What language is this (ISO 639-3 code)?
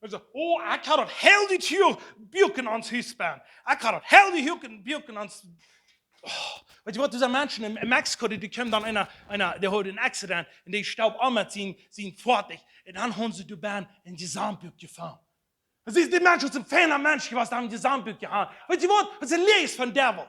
pdt